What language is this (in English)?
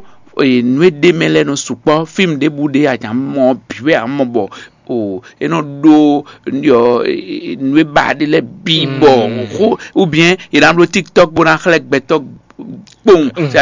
Fon